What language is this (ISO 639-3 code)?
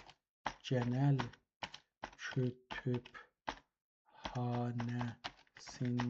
azb